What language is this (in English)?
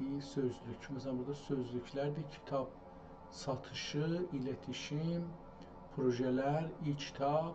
South Azerbaijani